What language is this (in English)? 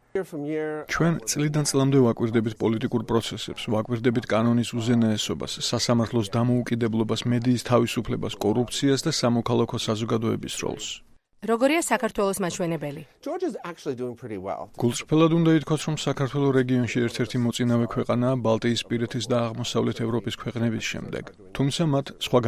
Georgian